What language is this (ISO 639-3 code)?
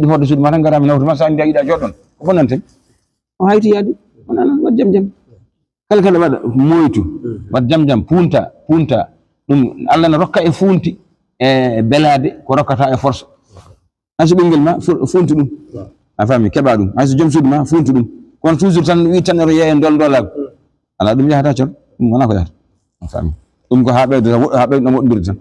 ful